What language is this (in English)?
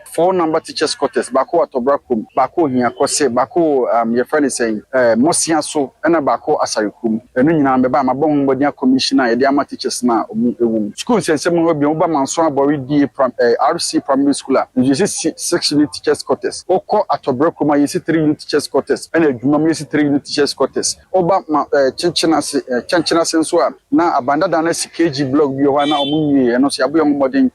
Akan